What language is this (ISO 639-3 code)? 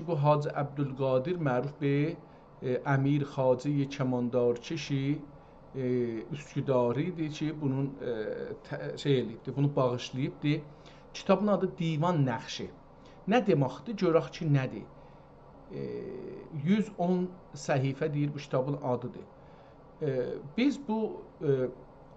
azb